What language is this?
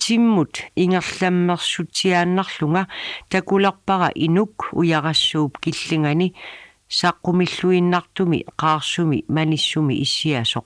Kalaallisut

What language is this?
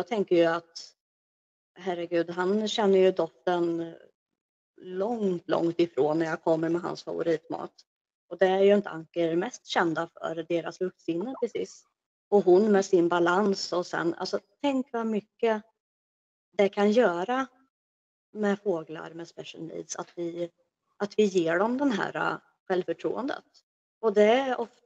Swedish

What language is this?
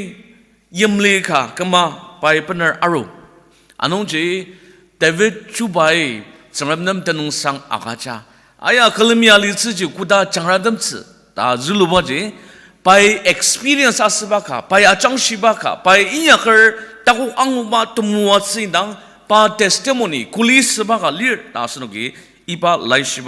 Ao Naga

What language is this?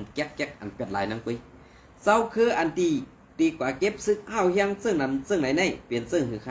Shan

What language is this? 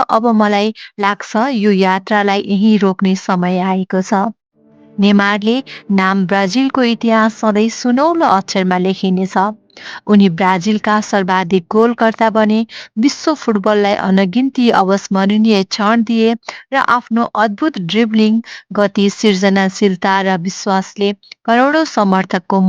Nepali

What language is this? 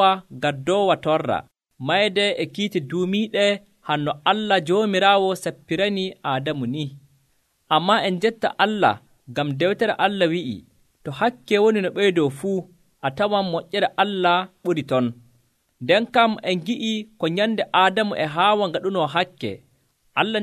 Nigerian Fulfulde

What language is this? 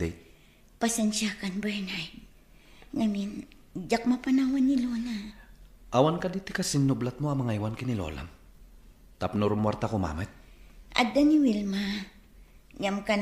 Iloko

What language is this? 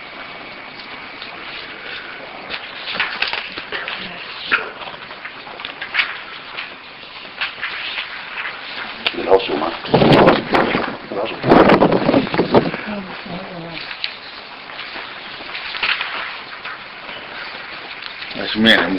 Japanese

